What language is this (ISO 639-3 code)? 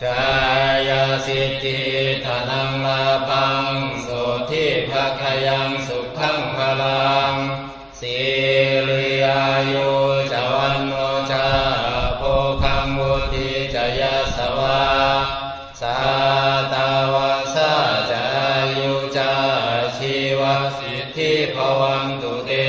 pli